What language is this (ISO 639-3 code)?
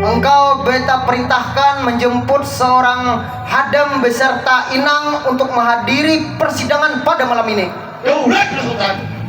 bjn